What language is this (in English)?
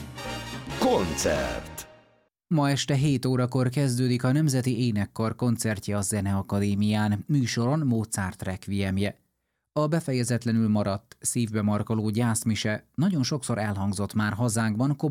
Hungarian